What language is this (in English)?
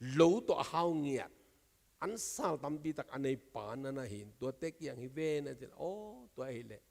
Tedim Chin